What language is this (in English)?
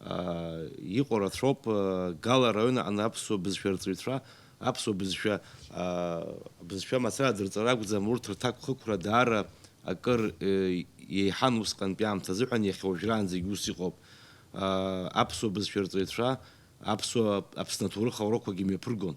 Abkhazian